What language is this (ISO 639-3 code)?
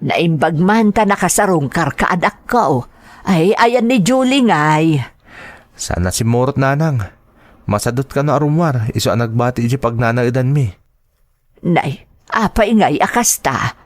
ilo